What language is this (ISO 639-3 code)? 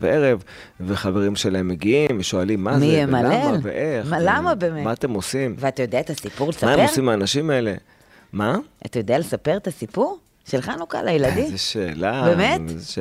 heb